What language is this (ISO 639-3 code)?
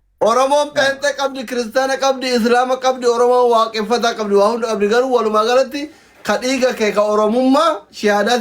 orm